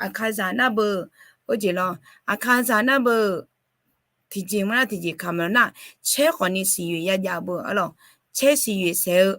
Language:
Akha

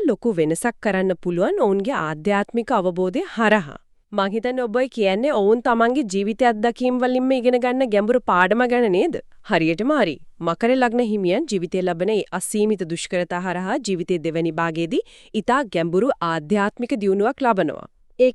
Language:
Sinhala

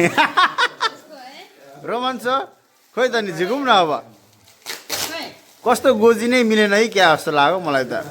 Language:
Nepali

